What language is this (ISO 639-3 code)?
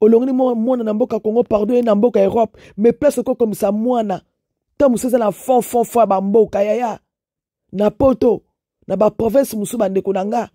lin